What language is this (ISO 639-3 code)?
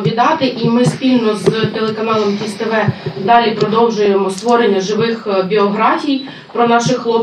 ukr